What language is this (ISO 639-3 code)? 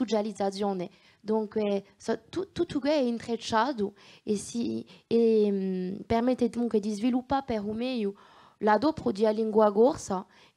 cos